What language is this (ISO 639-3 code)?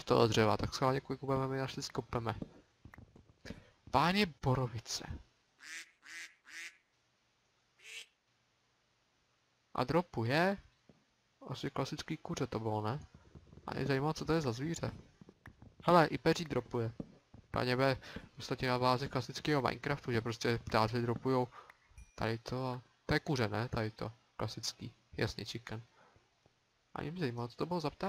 ces